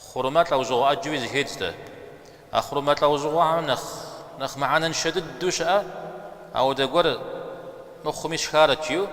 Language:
Kabardian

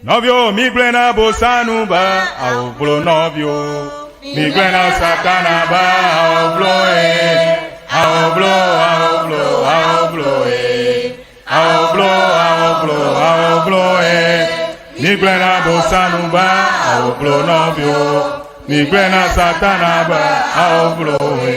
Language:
Ewe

